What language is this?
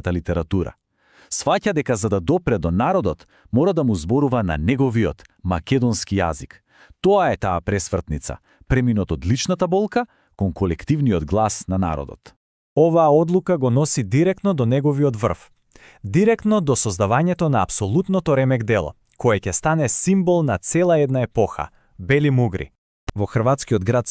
Macedonian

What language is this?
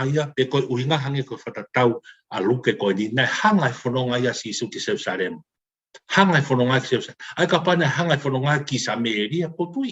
Tongan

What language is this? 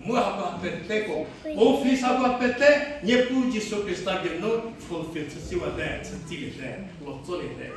Angami Naga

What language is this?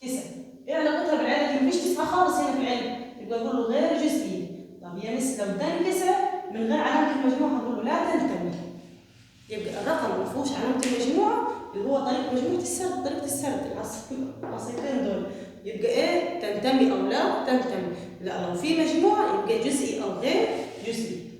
Egyptian Arabic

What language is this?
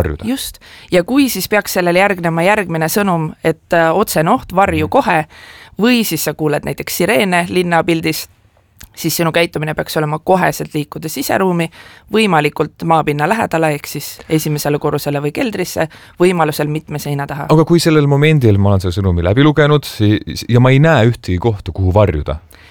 Estonian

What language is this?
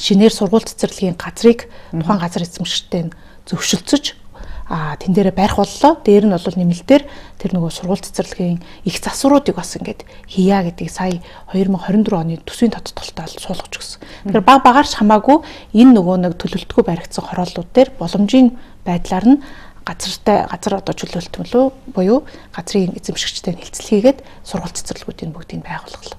Mongolian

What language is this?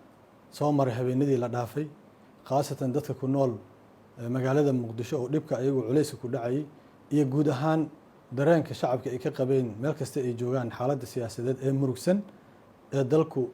Somali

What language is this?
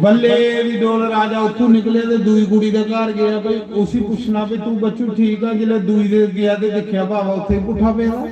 Dogri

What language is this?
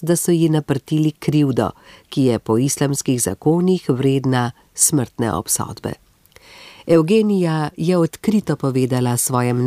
Slovenian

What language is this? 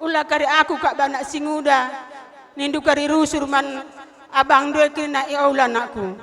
Batak Karo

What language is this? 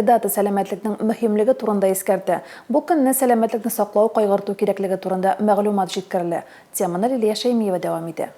Tatar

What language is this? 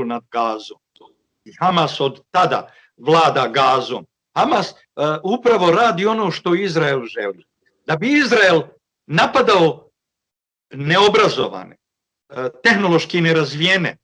Bosnian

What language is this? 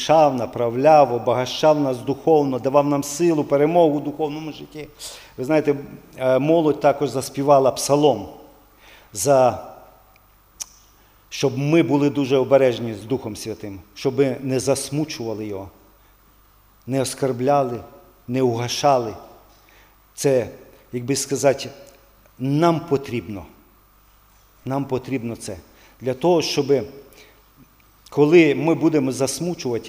Ukrainian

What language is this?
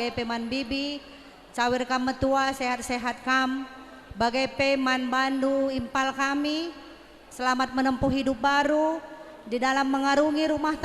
Batak Karo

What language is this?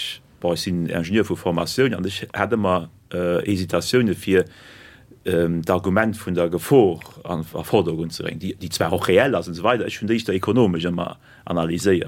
Luxembourgish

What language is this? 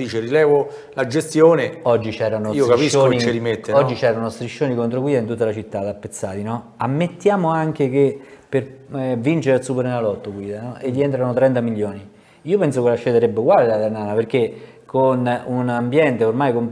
Italian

